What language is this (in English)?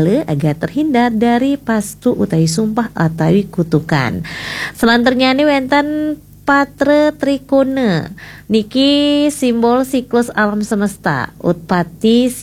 Balinese